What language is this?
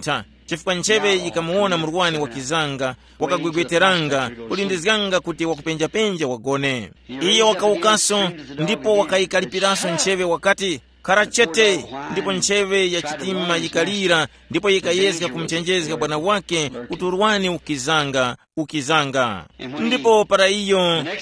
Tumbuka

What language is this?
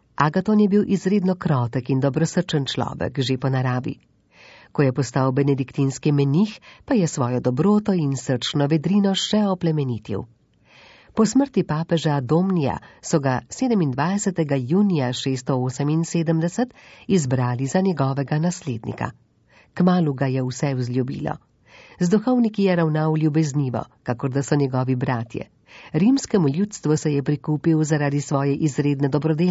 Slovenian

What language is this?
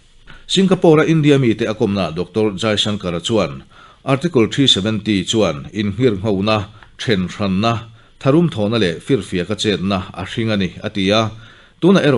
Mizo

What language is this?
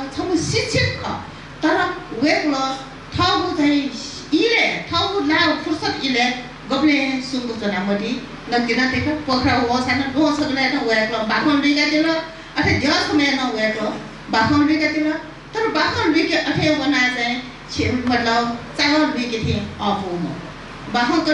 Newari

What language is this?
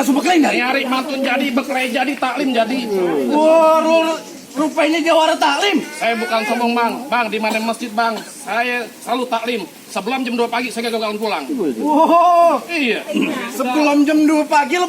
Betawi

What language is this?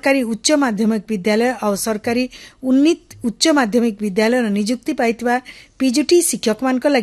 Odia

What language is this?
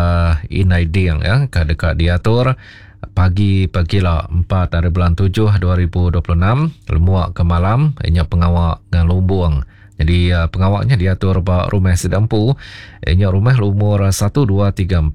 Iban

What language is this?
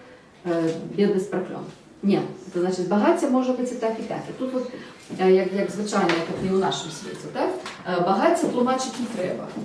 Belarusian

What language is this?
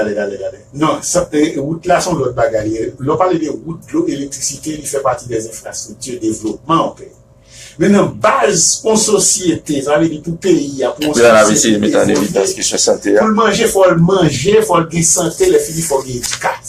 Haitian Creole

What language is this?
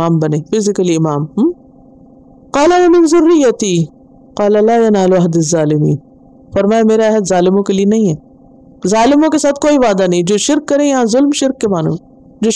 Urdu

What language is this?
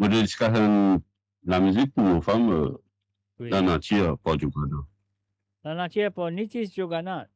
Morisyen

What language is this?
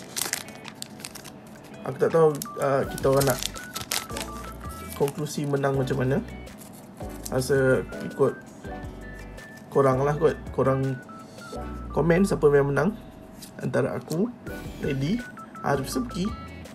Malay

